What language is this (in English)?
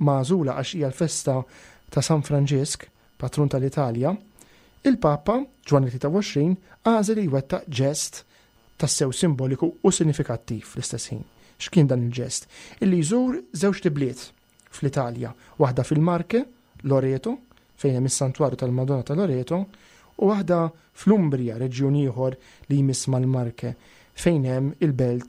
Maltese